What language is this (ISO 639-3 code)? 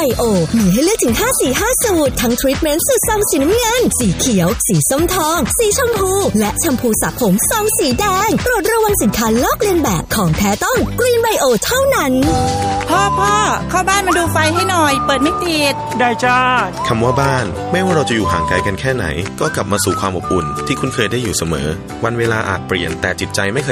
tha